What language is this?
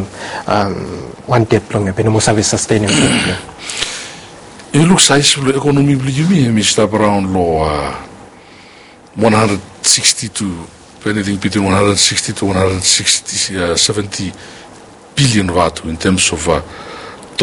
English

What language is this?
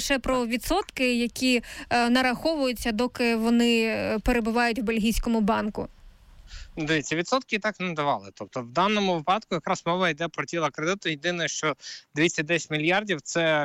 Ukrainian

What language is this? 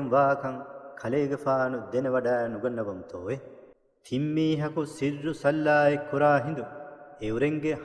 Divehi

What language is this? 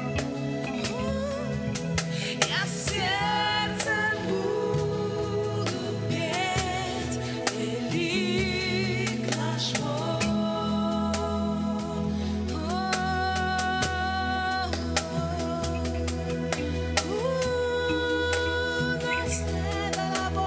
Russian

